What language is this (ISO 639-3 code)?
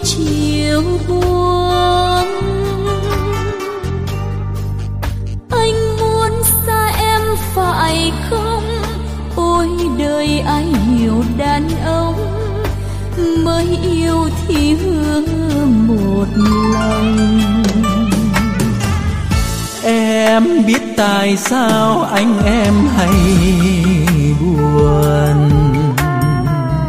vie